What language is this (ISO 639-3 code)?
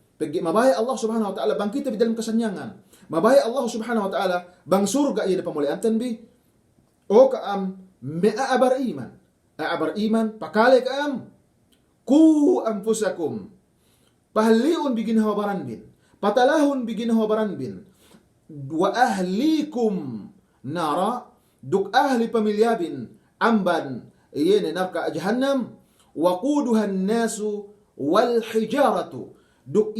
yka